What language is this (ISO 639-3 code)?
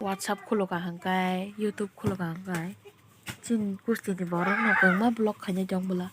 trp